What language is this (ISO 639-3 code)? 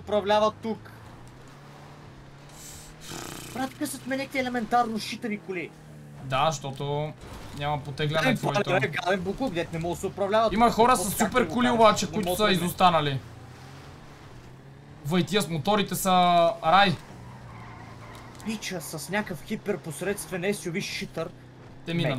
bul